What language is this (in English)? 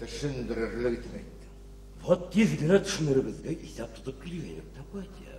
Bashkir